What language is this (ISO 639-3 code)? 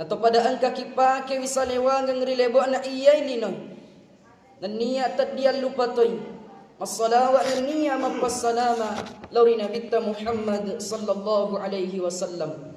bug